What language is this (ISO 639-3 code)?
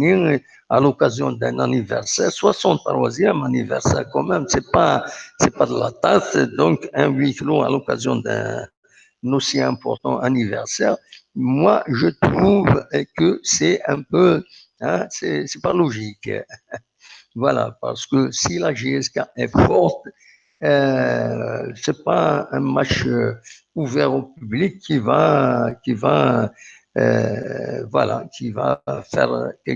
kab